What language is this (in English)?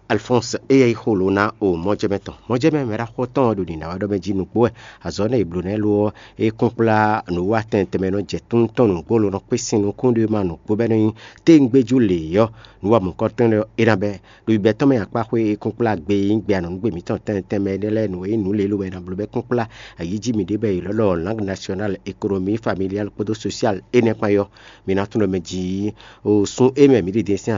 Fon